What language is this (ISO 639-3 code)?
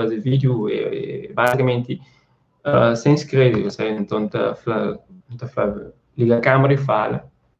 kea